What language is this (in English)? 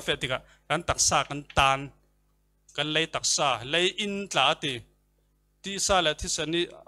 Falam Chin